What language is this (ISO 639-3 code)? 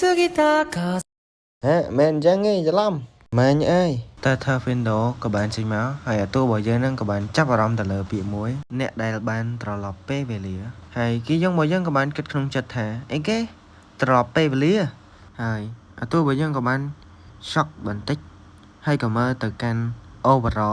khm